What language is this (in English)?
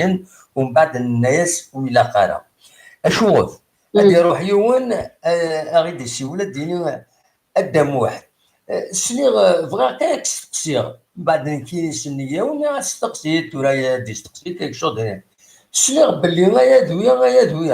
Kabyle